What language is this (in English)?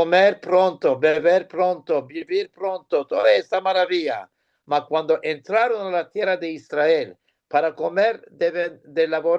Ladino